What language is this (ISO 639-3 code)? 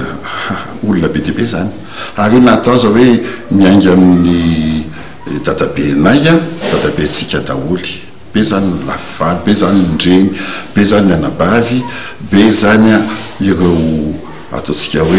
mlg